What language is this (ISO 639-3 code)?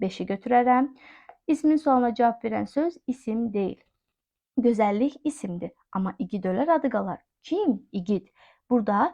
aze